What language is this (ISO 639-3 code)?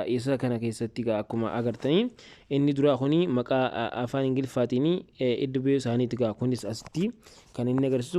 orm